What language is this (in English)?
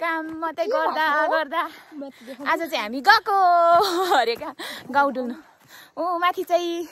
Nepali